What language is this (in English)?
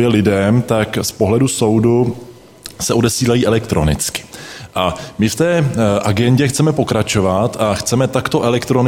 Czech